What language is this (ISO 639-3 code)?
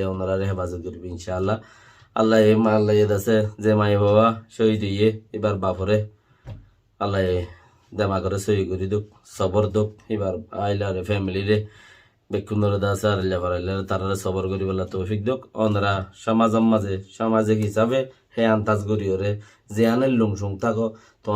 rhg